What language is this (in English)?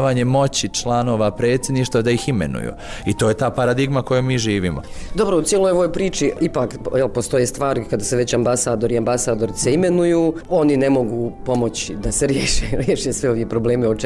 Bosnian